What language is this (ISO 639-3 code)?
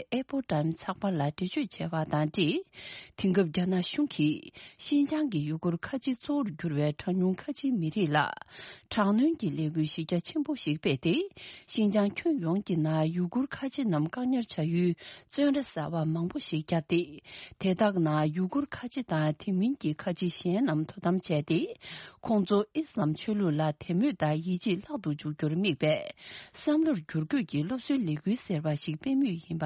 bod